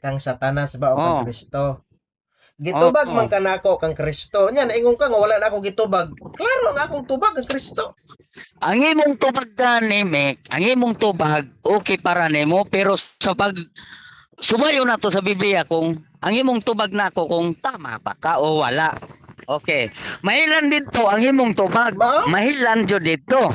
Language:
Cebuano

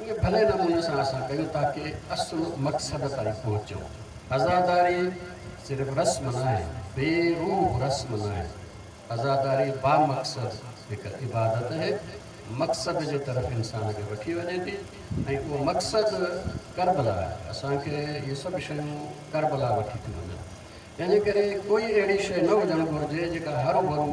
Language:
Sindhi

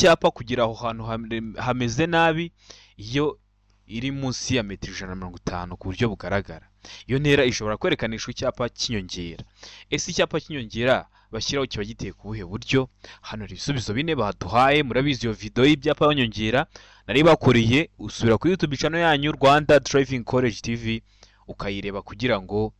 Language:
Kinyarwanda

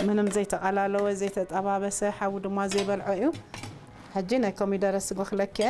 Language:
Tigrinya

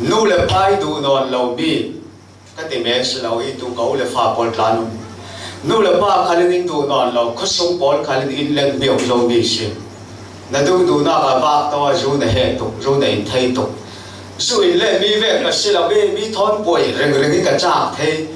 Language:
Falam Chin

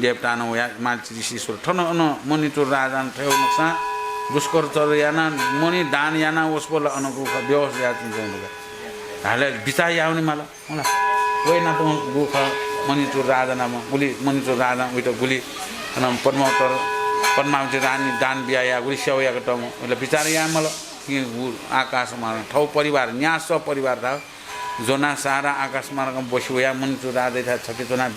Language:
Newari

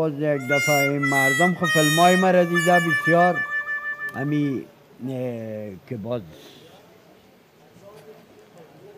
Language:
Persian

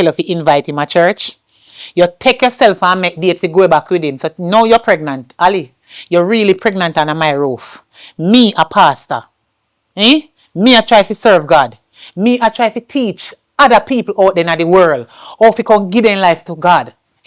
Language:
Jamaican Creole English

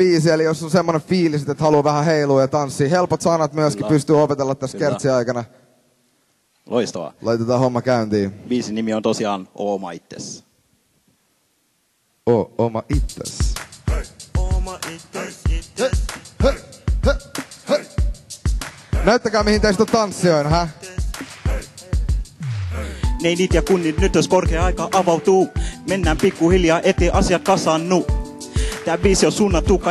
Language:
Finnish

